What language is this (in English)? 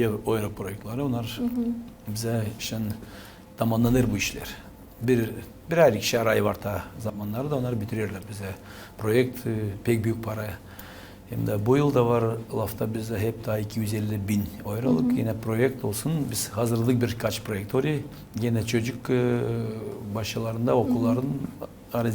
Gagauz